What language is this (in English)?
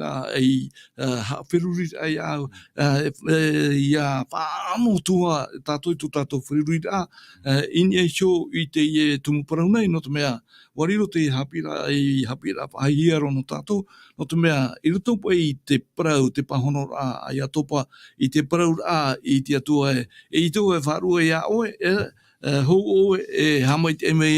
Tahitian